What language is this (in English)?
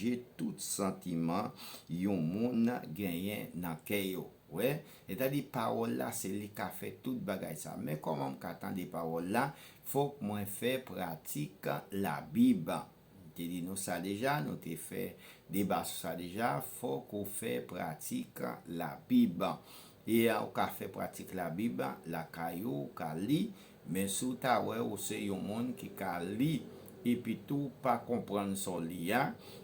Haitian Creole